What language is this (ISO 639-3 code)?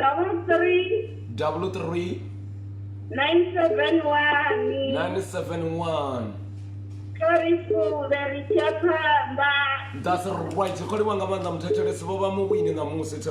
ven